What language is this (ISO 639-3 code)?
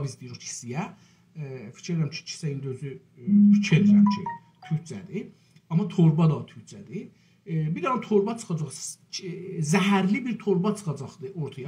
azb